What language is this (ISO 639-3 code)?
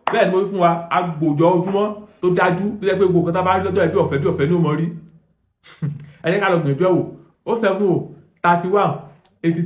yor